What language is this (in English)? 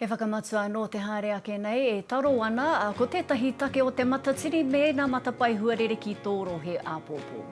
Māori